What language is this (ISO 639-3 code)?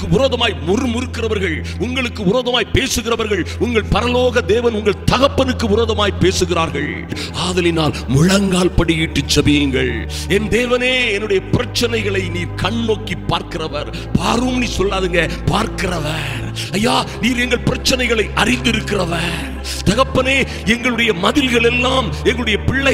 tam